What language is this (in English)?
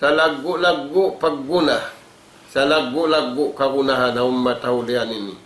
Tausug